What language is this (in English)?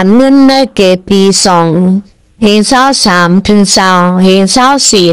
Shan